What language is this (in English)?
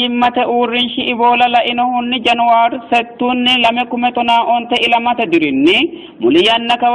Sidamo